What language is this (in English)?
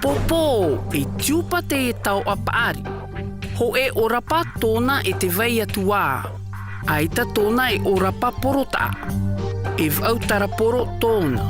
Tahitian